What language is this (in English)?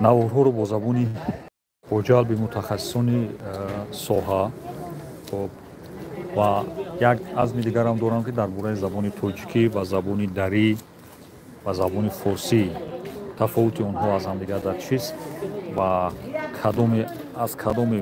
Tajik